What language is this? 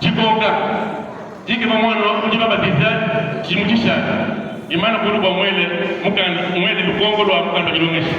Luba-Lulua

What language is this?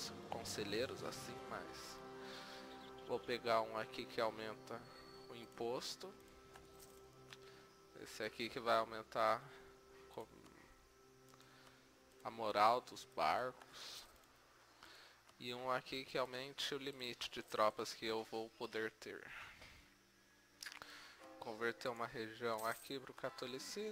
Portuguese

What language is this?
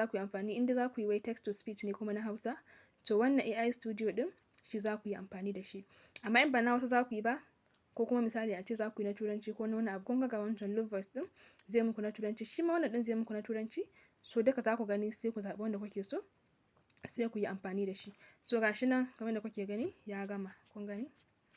Hausa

